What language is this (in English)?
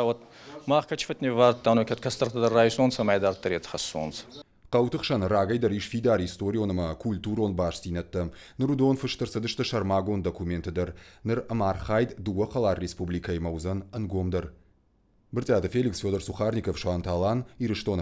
Ossetic